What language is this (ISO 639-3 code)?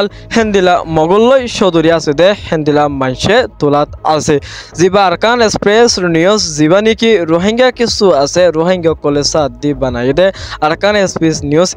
rhg